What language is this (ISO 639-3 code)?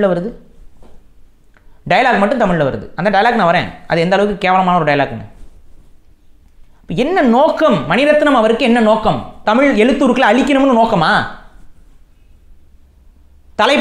tam